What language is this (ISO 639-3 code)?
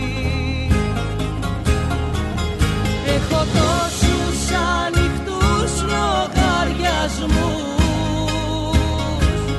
ell